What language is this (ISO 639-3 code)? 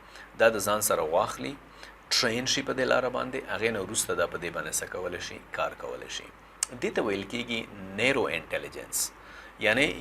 pus